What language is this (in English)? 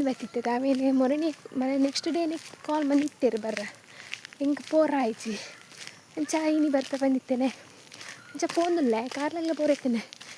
Tulu